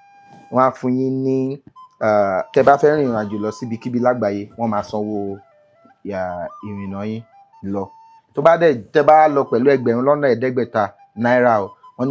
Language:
Yoruba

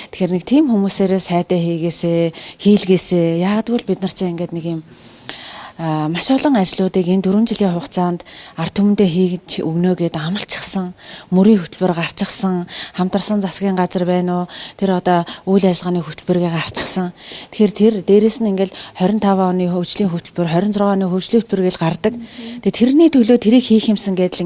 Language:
Mongolian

